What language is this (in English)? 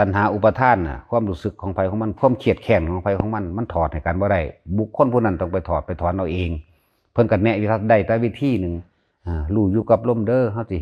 Northeastern Thai